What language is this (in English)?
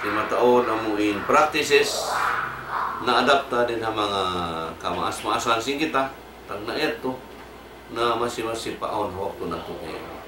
Tausug